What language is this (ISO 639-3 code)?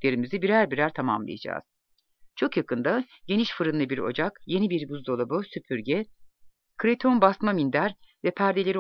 tur